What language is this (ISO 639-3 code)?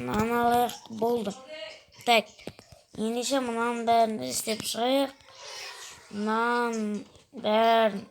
kaz